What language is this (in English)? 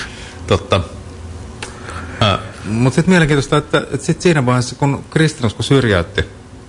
Finnish